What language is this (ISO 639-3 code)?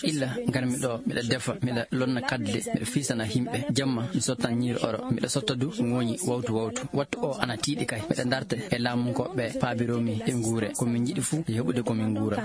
ful